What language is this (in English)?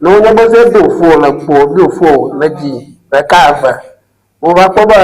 Ewe